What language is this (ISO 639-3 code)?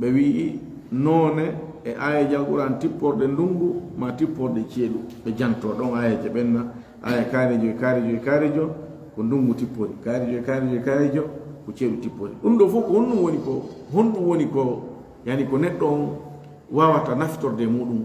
ful